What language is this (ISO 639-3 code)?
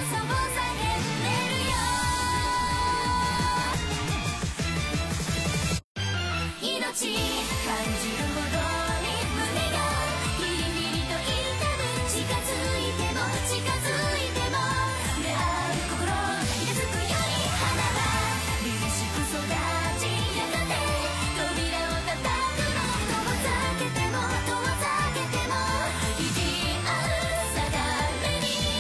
jpn